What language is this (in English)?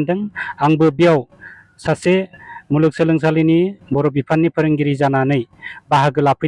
Bodo